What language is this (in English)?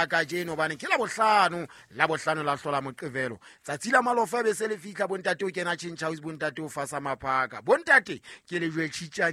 Southern Sotho